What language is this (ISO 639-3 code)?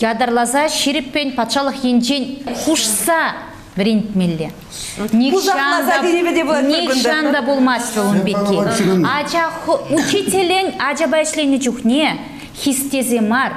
chv